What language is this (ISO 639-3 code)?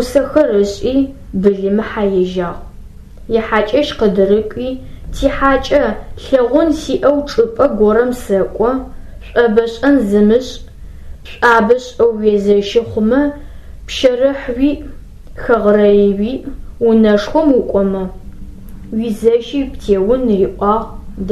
ady